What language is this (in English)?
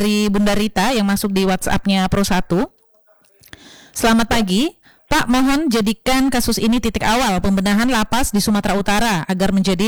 Indonesian